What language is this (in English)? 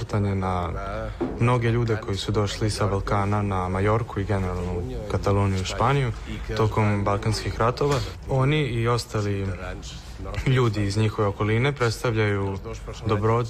Serbian